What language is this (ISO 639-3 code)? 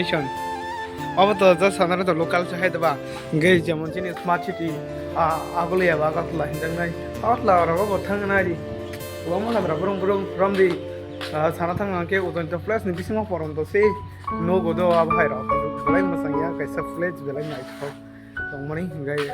trp